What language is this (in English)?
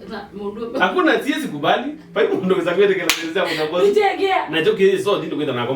Kamba